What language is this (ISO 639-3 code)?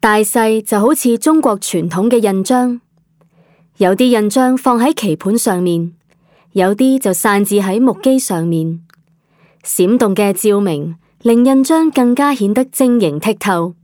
yue